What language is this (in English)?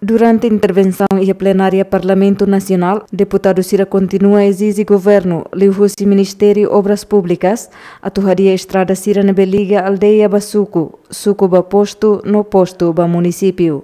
Tetum